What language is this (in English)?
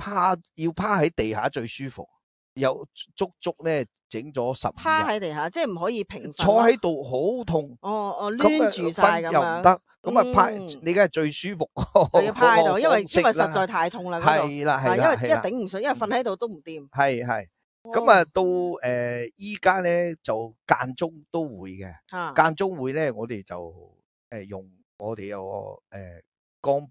Cantonese